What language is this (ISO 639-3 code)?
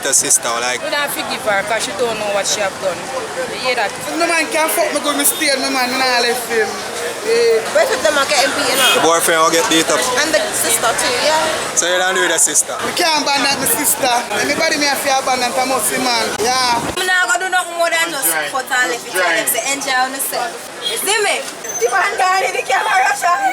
jam